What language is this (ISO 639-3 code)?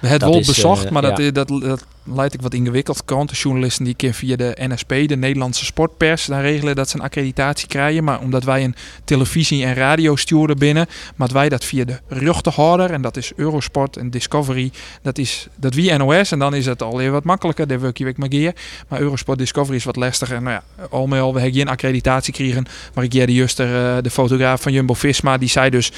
fry